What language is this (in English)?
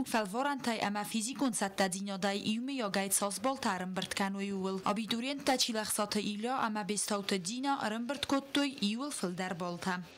Ossetic